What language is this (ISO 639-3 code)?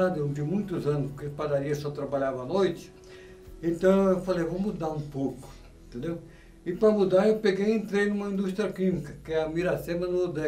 por